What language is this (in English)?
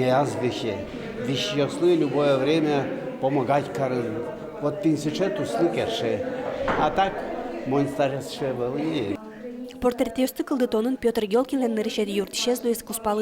Udmurt